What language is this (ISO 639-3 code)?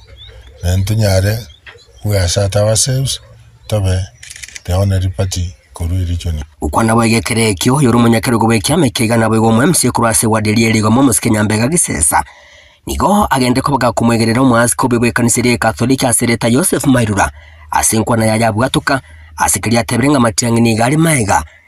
guz